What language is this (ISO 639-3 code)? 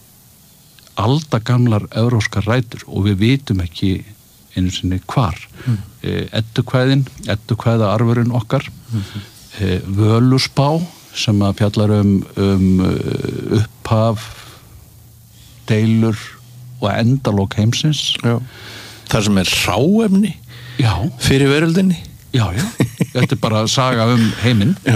isl